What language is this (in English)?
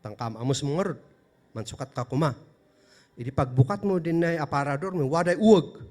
Kankanaey